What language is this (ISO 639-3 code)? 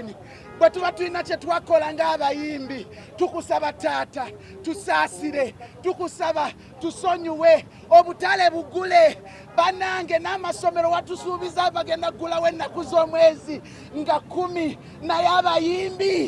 lug